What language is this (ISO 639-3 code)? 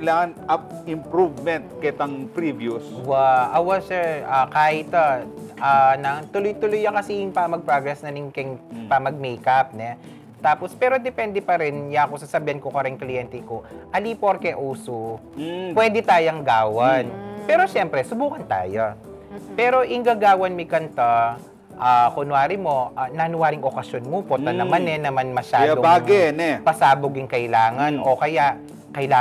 pam